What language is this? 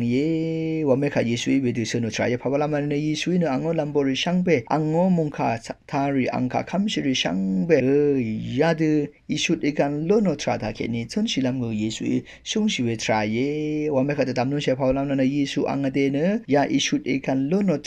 Rawang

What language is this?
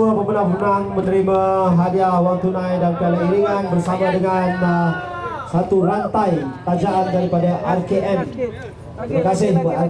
Malay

